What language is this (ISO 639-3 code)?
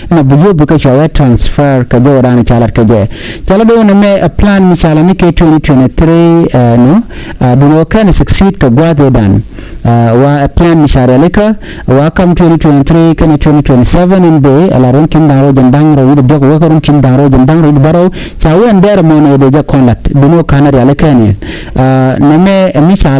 nus